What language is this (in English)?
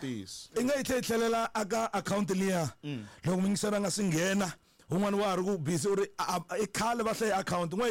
Tsonga